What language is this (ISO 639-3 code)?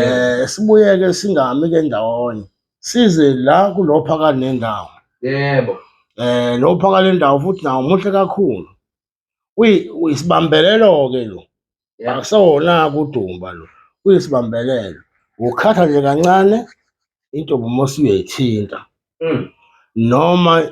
zul